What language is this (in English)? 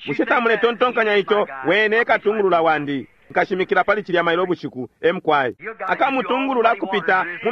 Bemba